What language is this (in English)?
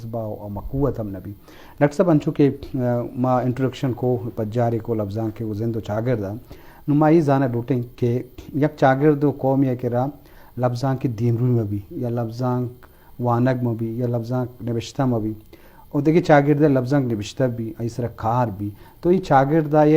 Eastern Balochi